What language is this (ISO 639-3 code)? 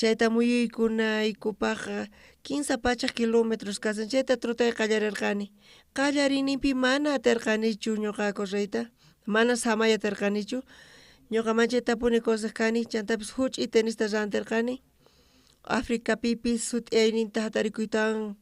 quh